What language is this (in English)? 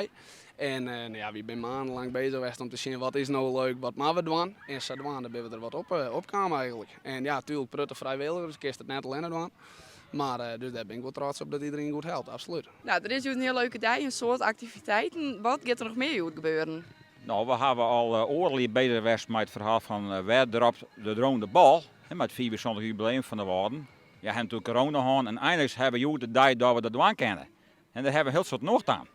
Western Frisian